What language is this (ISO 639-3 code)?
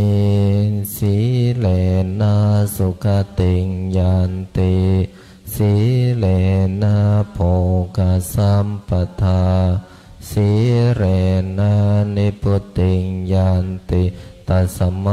pli